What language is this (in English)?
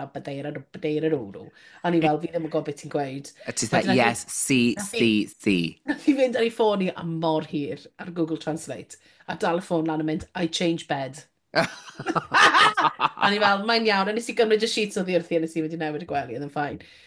Welsh